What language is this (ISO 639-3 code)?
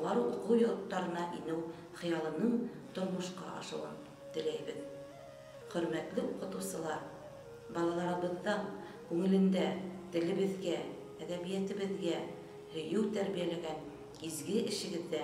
bak